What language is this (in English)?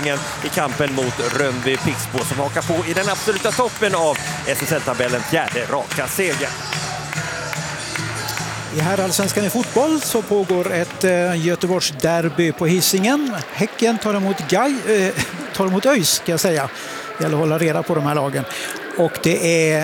Swedish